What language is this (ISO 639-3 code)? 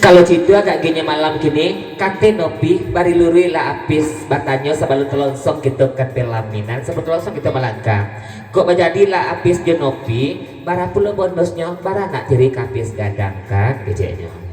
min